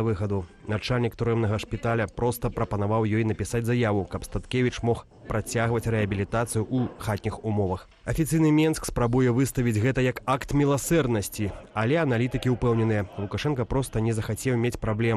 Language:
Belarusian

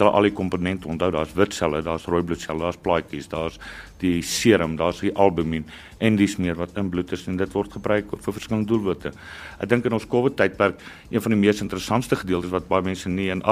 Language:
Afrikaans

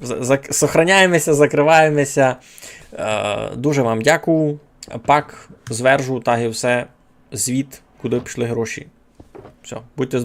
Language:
Rusyn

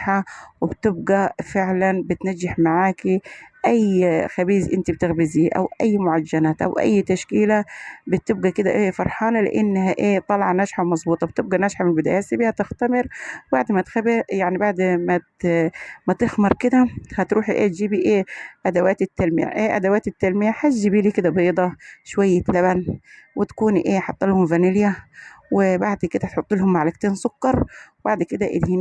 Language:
Egyptian Arabic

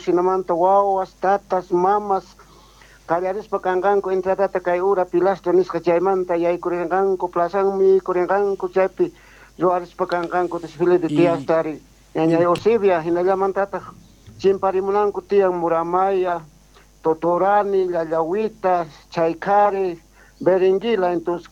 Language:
South Bolivian Quechua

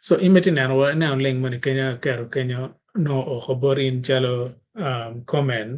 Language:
Acoli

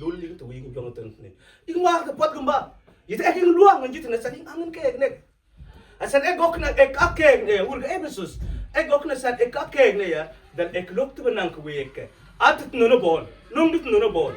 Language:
Mabaan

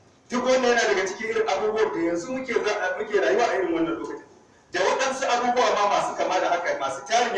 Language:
Hausa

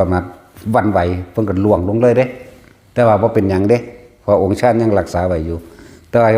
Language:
Northeastern Thai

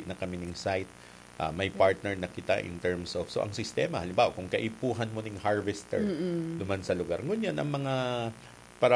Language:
Bikol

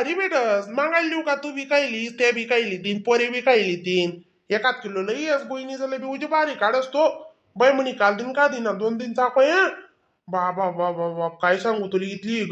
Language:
Khandesi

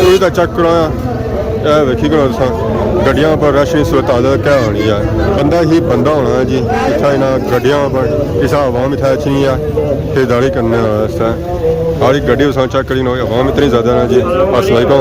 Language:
Pahari-Potwari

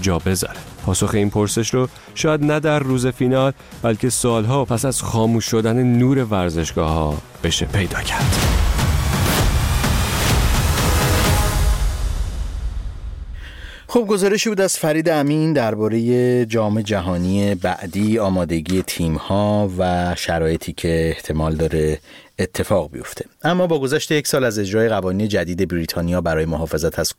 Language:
Persian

